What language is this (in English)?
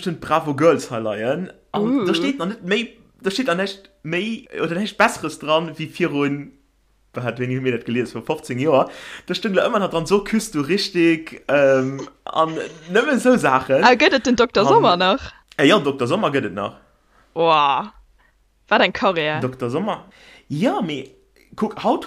Luxembourgish